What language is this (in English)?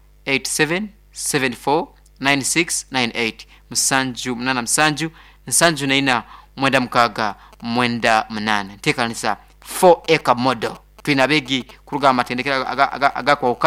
Nyoro